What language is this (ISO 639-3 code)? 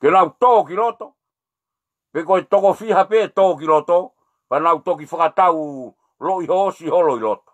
ton